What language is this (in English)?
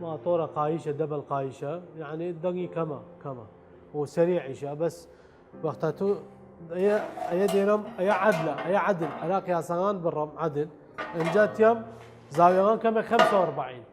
Southern Kurdish